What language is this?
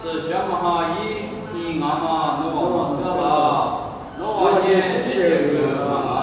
Lisu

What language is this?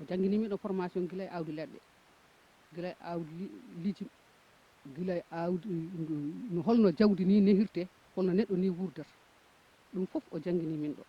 Fula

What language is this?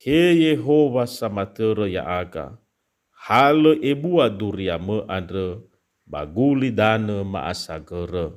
Nias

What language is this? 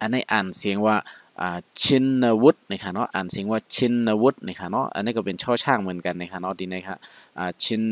Shan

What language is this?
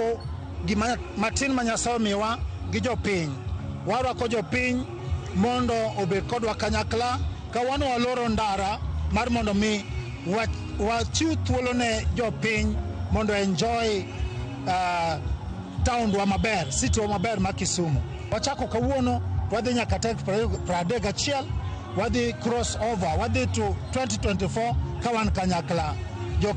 Luo (Kenya and Tanzania)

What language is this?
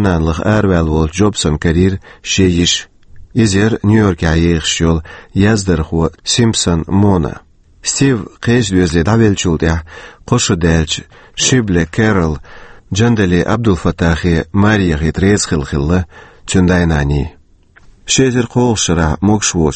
Chechen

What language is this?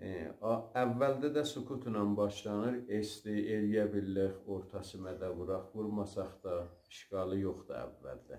South Azerbaijani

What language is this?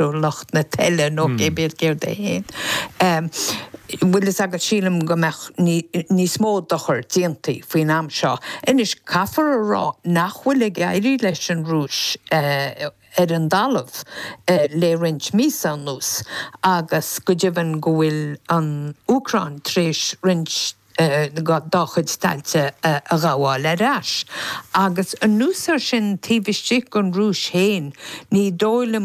Irish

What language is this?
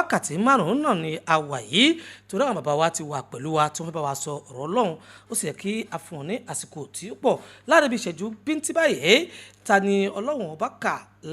Yoruba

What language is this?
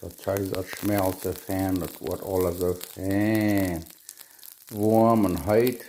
Plautdietsch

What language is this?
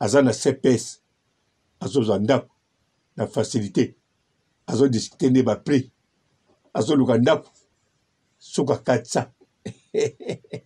Lingala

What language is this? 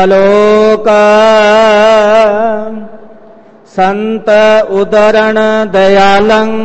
Punjabi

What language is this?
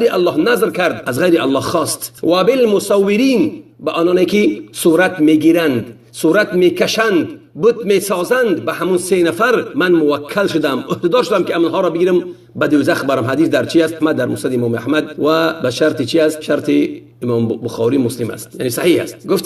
Tajik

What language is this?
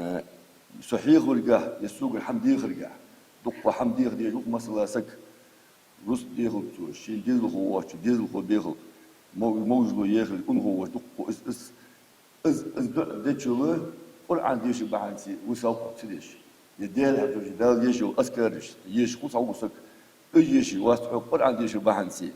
Ingush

